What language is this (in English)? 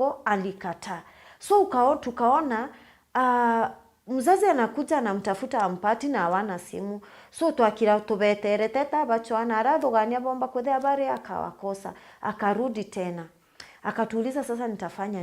Meru